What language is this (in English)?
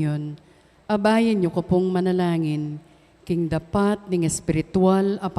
Pampanga